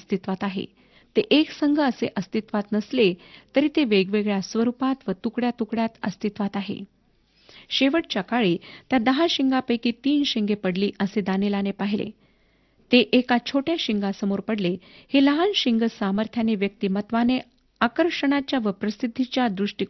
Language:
Marathi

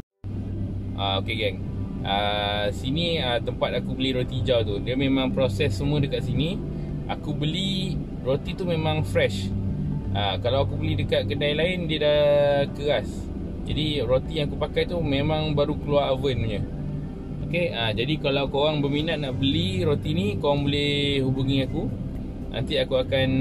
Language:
Malay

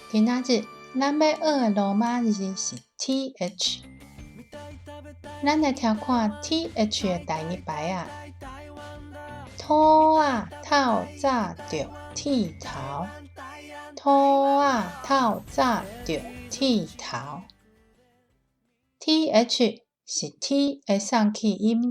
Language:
Min Nan Chinese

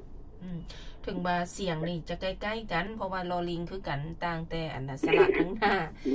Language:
Lao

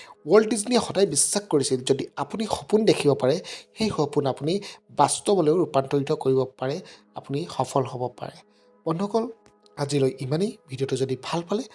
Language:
Assamese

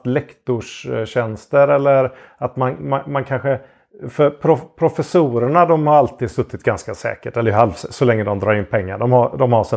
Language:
Swedish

